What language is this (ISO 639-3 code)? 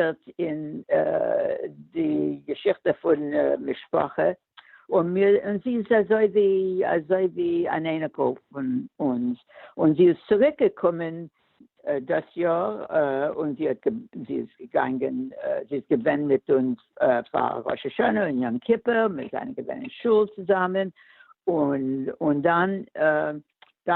yid